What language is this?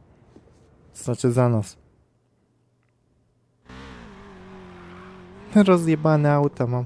Polish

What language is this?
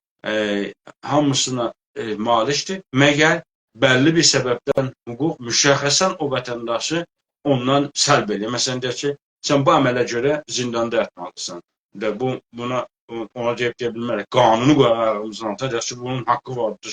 South Azerbaijani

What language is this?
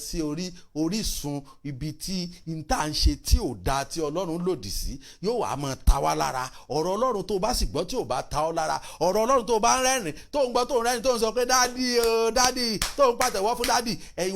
Yoruba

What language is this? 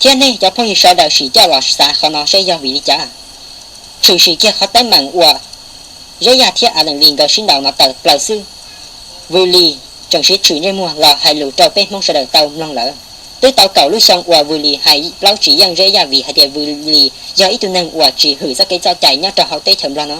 Hmong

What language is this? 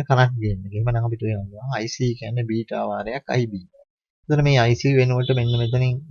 Sinhala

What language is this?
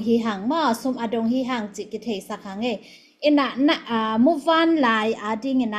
Tedim Chin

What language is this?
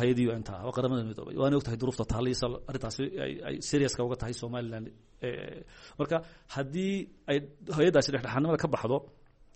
Somali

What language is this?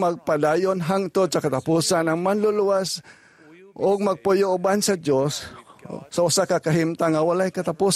Cebuano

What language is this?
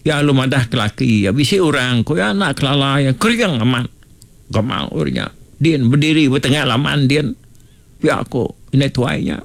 Iban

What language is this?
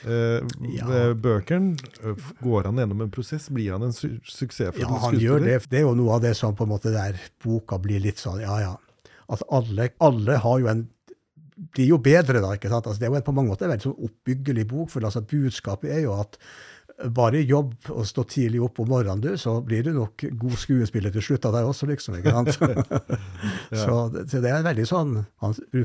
Norwegian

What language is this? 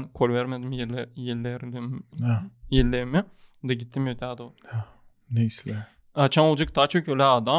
Gagauz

